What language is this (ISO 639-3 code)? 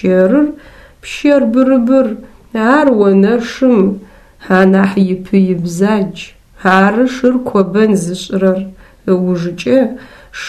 ady